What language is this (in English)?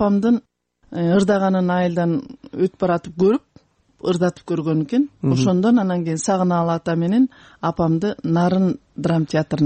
Kyrgyz